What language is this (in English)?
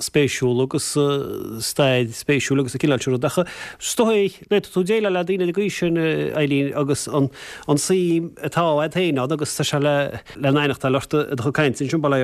Irish